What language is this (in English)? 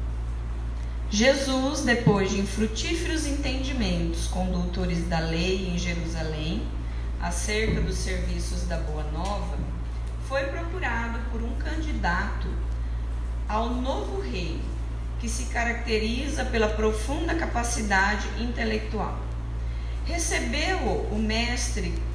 Portuguese